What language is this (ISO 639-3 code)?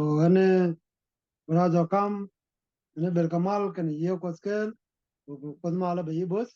nus